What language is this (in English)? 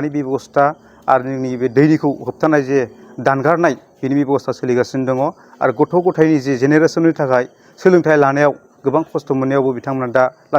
Bodo